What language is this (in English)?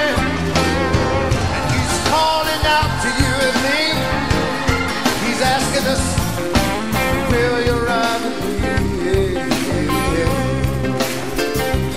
English